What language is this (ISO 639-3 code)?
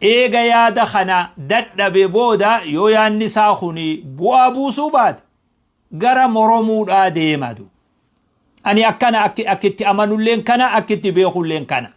orm